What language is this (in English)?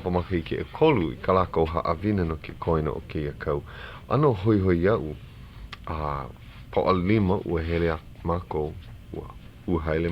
Hawaiian